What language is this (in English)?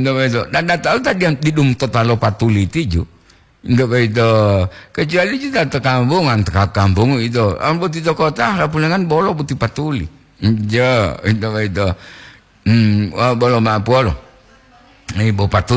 Gorontalo